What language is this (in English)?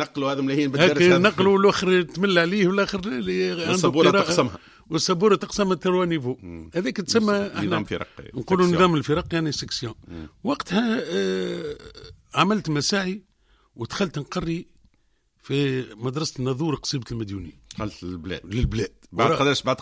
Tunisian Arabic